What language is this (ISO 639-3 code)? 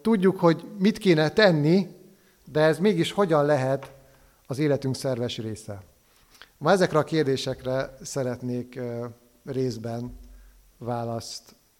hun